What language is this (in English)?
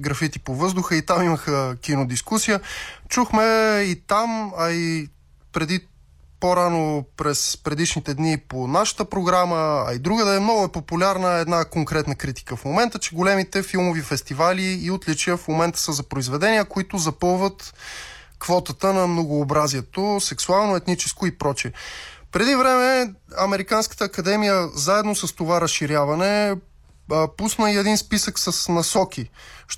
Bulgarian